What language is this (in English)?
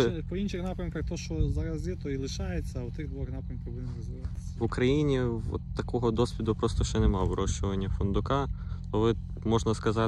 Ukrainian